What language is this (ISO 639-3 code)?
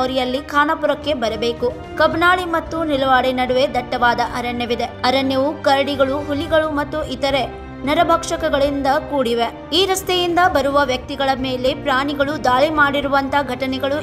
kan